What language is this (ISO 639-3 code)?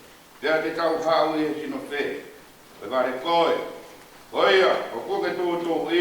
ton